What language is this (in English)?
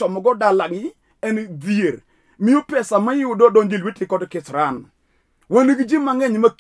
Luo (Kenya and Tanzania)